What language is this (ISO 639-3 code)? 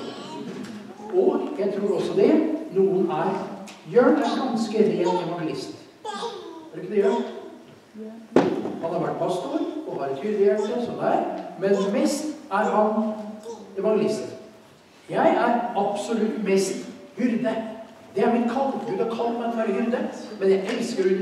nor